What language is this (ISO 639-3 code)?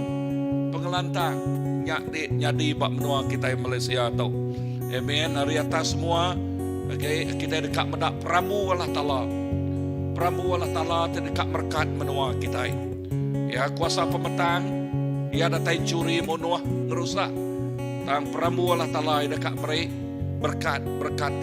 iba